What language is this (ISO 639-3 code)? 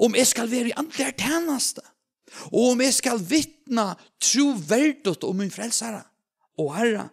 fao